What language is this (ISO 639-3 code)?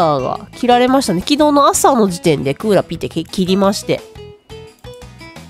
jpn